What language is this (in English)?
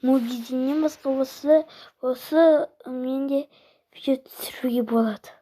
Kazakh